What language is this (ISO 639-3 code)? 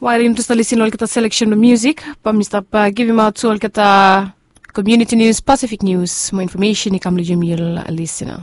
bis